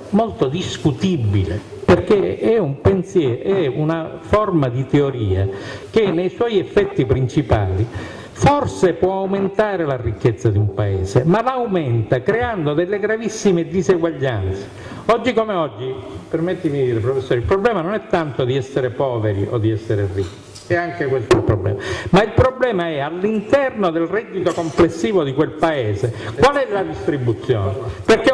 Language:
Italian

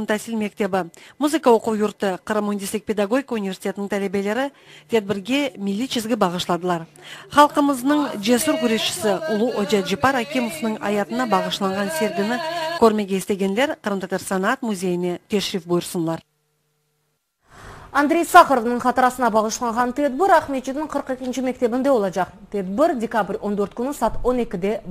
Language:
Crimean Tatar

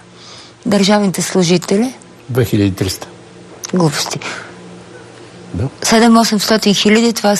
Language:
Bulgarian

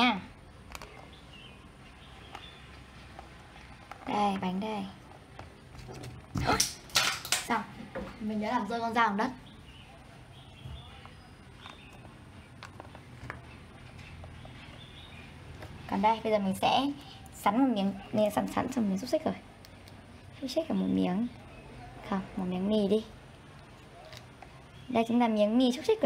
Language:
Vietnamese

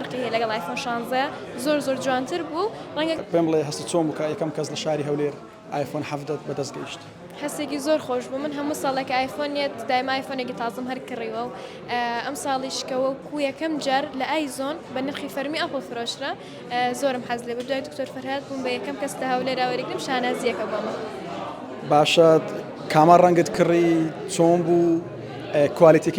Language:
Central Kurdish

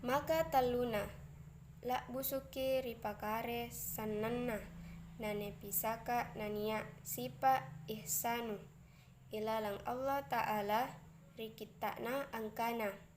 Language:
Makasar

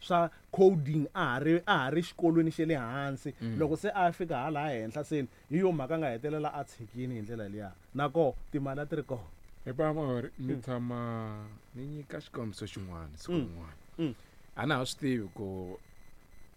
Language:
Tsonga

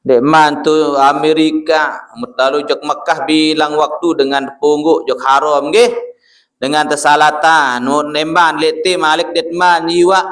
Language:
Sasak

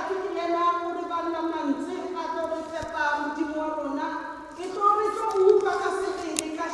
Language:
Tswana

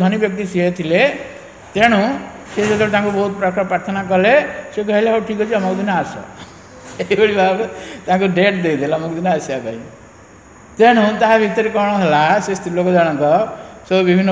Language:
Odia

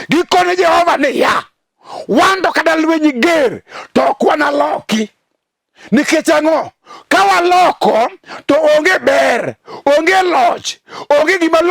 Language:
Luo (Kenya and Tanzania)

